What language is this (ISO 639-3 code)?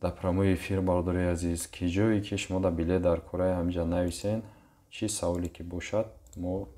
tgk